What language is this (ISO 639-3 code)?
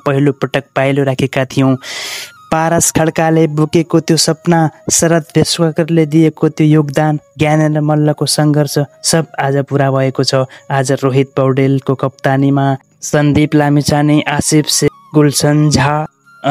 nep